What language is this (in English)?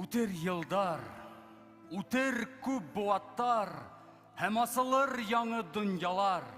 Bashkir